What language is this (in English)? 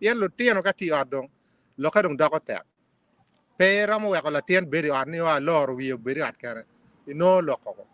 Acoli